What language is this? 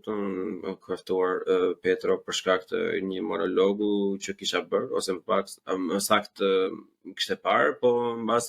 Albanian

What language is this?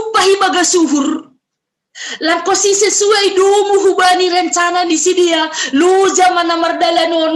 Batak Simalungun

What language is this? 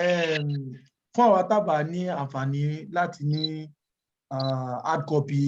Yoruba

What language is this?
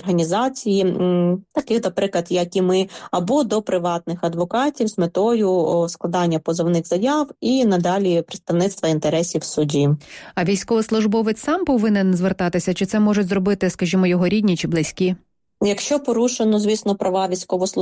Ukrainian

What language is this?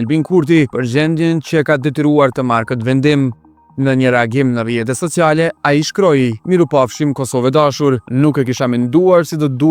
Albanian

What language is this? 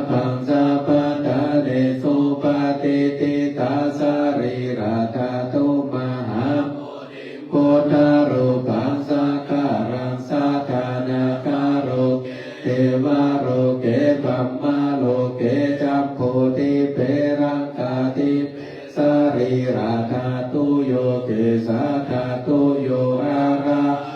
Pali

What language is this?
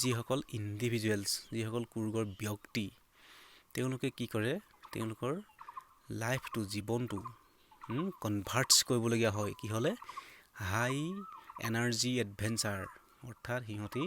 Assamese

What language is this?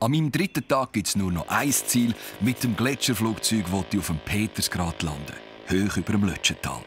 Swiss German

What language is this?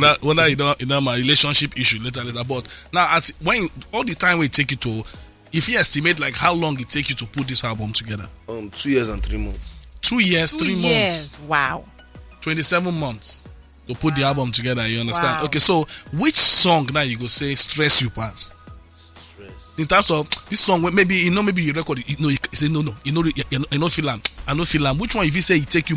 Nigerian Pidgin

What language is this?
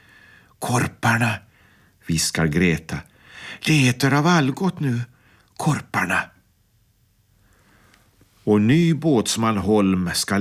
Swedish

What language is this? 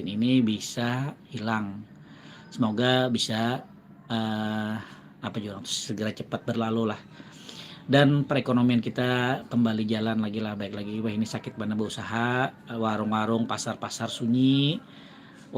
Banjar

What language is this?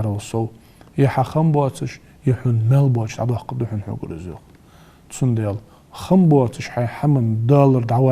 Ingush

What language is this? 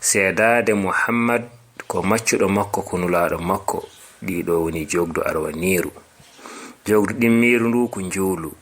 Fula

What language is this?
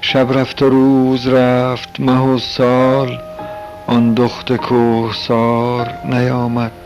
Tajik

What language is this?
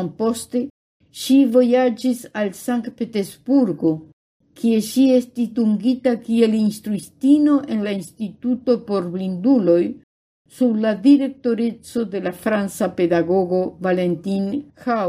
Esperanto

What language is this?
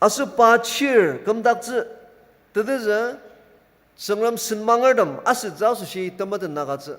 Ao Naga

